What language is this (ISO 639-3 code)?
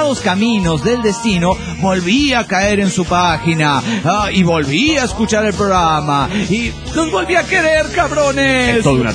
spa